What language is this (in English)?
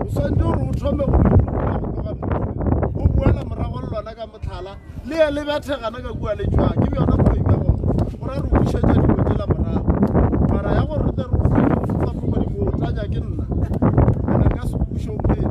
Northern Sotho